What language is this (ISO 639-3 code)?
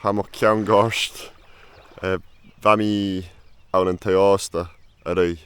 gla